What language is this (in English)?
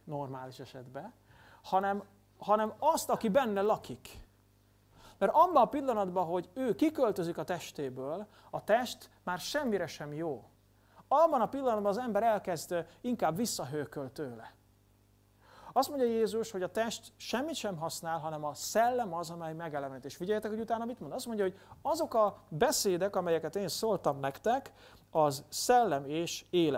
Hungarian